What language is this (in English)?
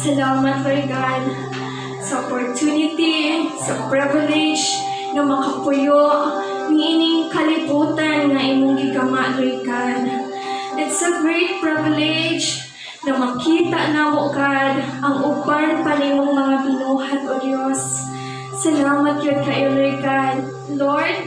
Cebuano